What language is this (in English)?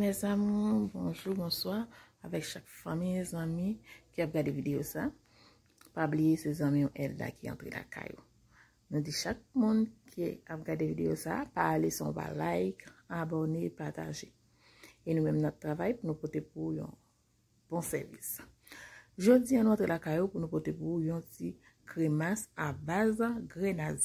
Haitian Creole